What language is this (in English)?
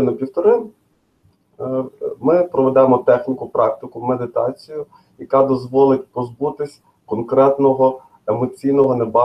Ukrainian